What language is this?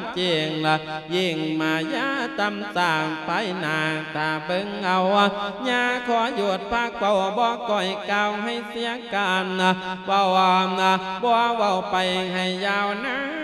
Lao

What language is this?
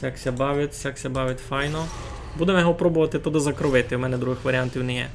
Rusyn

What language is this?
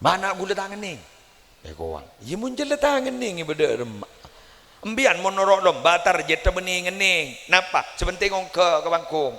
Madurese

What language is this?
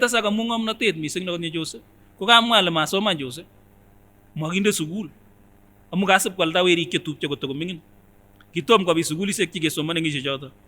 Kipsigis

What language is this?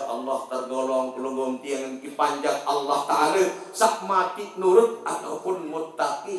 Sasak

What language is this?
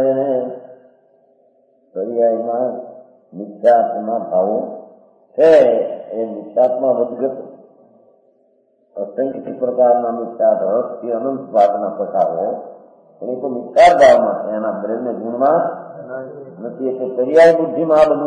Gujarati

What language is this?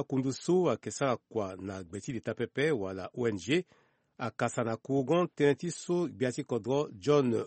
Sango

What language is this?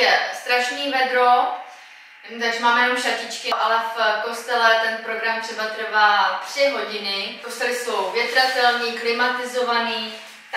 Czech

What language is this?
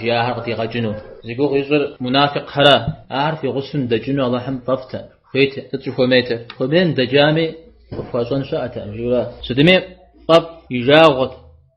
Kabardian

